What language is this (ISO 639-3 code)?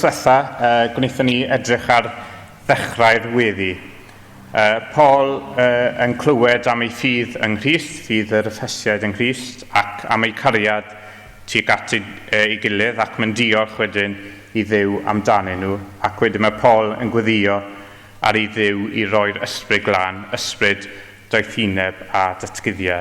cym